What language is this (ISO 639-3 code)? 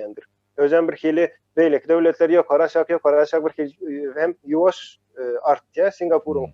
tuk